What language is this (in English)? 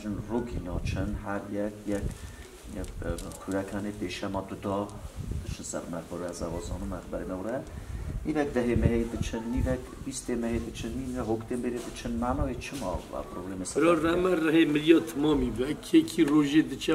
Kurdish